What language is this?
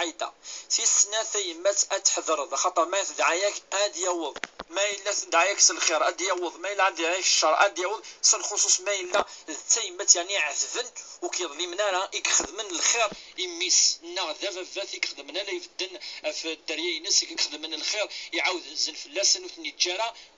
Kabyle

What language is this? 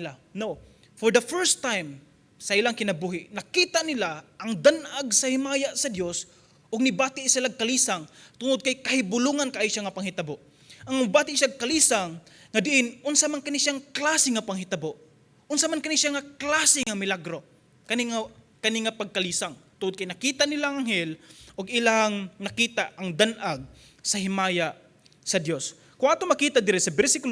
Cebuano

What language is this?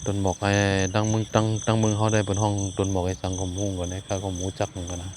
Shan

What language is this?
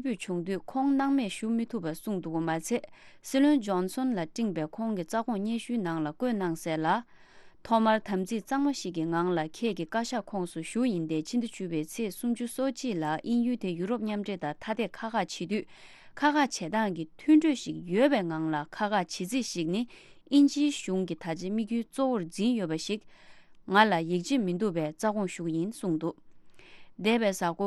Tibetan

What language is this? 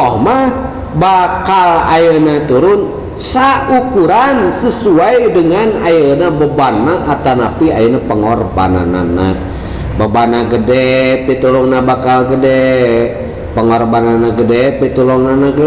Sundanese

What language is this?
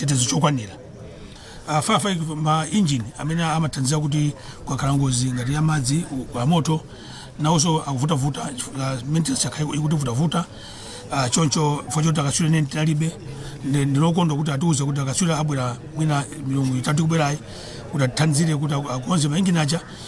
Nyanja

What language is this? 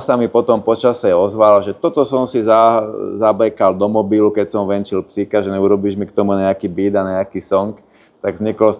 Slovak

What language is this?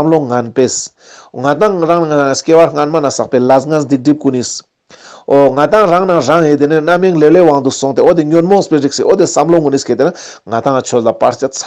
Ladakhi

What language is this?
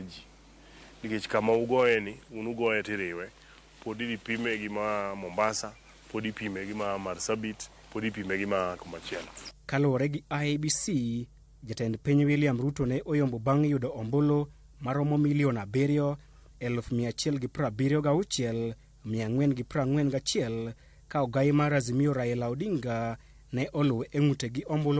Luo (Kenya and Tanzania)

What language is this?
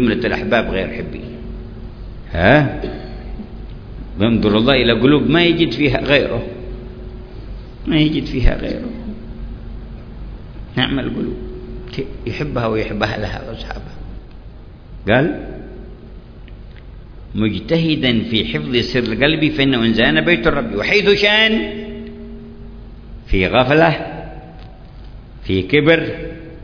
Arabic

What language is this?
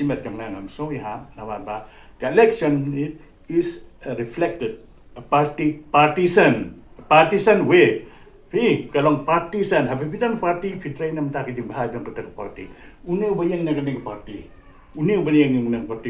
Khasi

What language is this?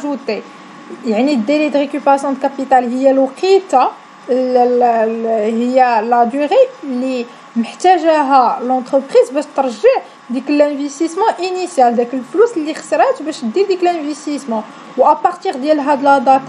Moroccan Arabic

